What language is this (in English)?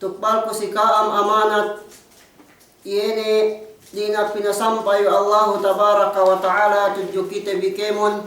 Yakan